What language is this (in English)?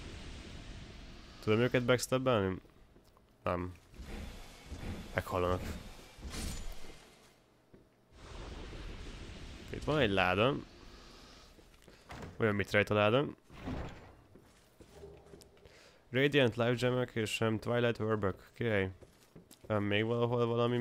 Hungarian